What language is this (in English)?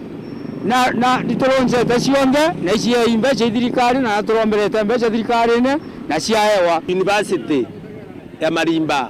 Meru